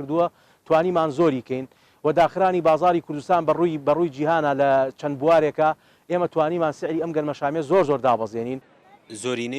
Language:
Central Kurdish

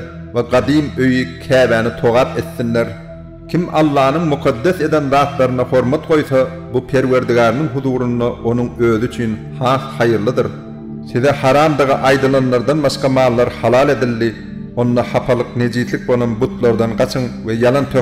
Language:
Turkmen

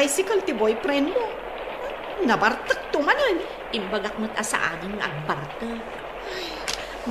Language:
Iloko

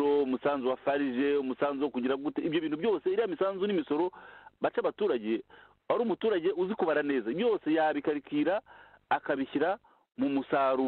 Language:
Kinyarwanda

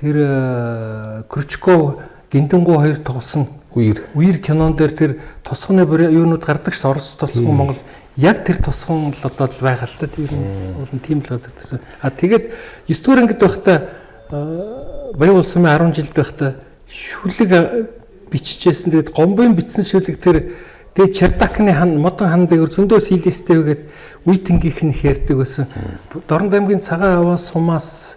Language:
Mongolian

